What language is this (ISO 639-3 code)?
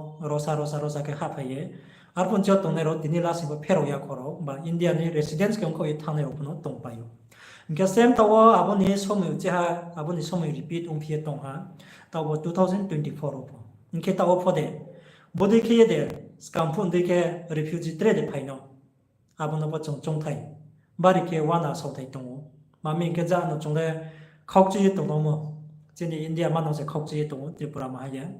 ria